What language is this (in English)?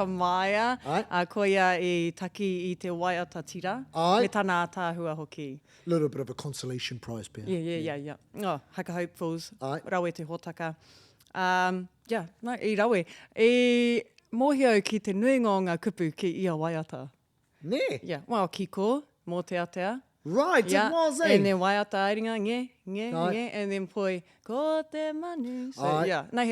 Māori